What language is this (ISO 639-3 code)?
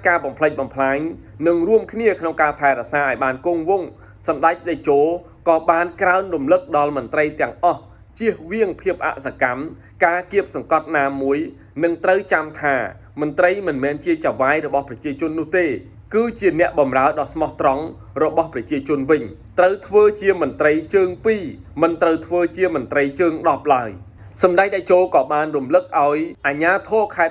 khm